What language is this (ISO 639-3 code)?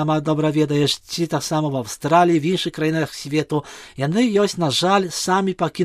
bel